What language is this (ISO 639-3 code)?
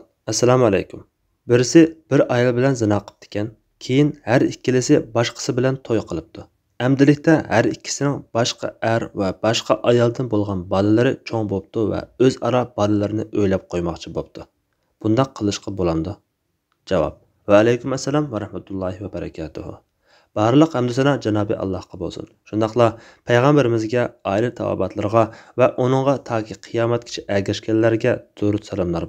uig